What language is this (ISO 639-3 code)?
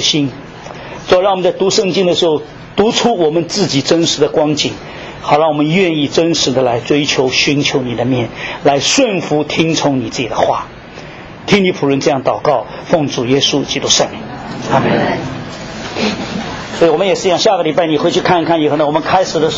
zho